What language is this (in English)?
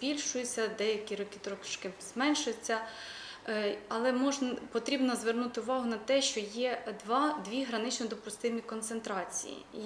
Ukrainian